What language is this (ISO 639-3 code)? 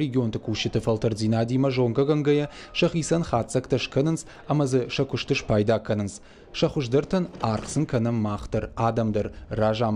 oss